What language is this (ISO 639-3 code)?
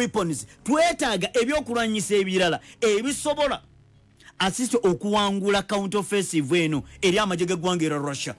lug